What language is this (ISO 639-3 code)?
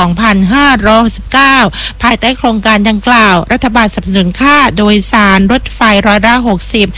tha